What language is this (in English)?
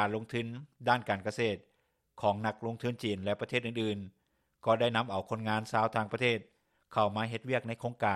Lao